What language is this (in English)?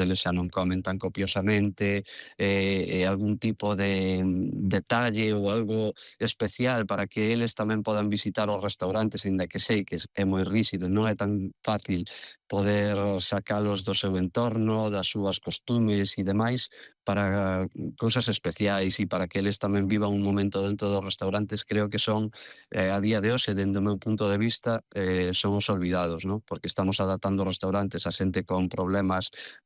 Galician